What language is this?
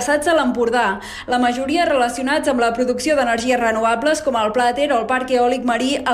Catalan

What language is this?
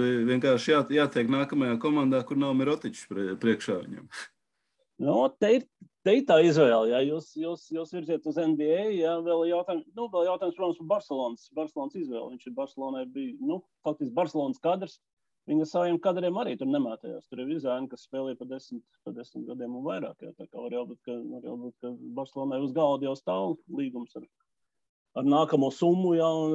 Latvian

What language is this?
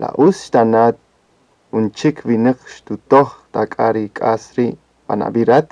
Kaqchikel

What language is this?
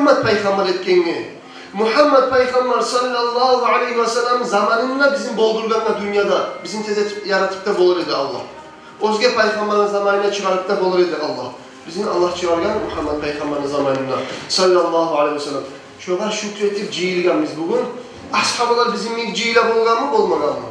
Kumyk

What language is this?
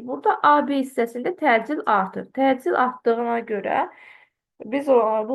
Azerbaijani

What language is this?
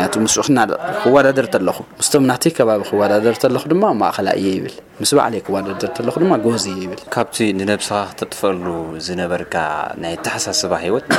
Tigrinya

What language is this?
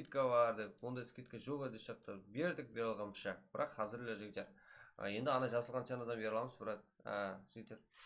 Kara-Kalpak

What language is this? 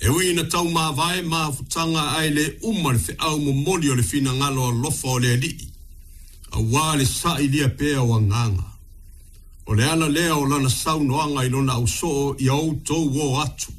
Samoan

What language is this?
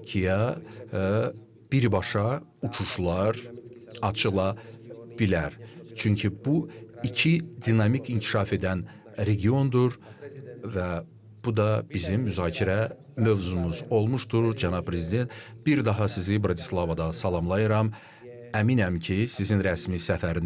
Azerbaijani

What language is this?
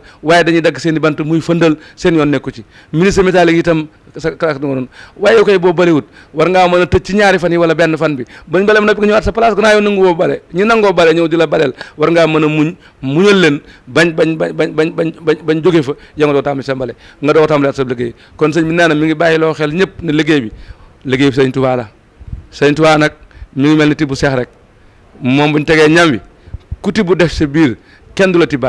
Wolof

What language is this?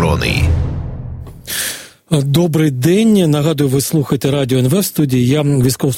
Ukrainian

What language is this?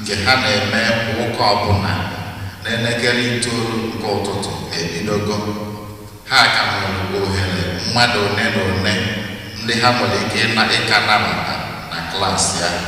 Igbo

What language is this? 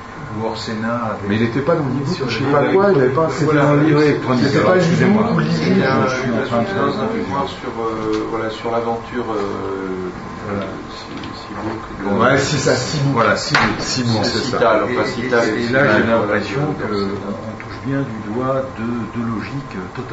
French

